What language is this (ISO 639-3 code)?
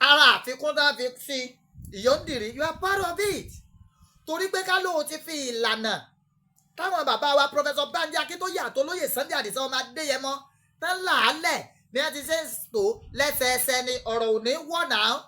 yor